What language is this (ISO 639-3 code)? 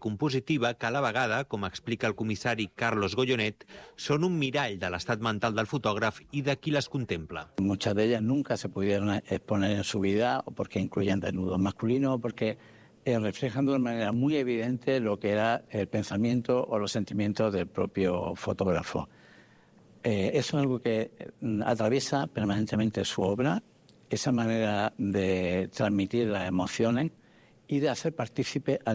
cat